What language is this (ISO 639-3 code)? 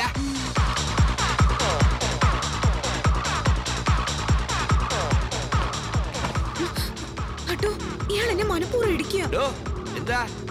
mal